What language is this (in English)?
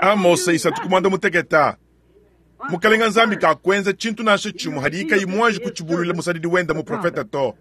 Luba-Lulua